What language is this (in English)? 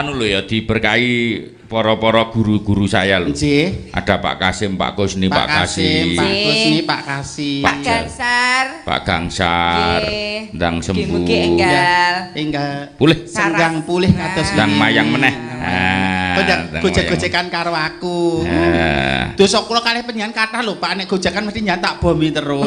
Javanese